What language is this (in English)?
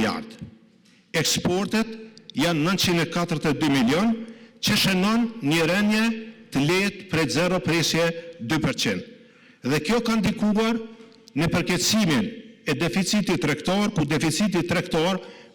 Albanian